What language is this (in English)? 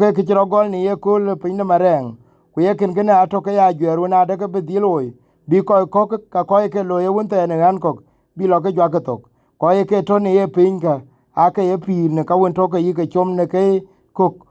Dinka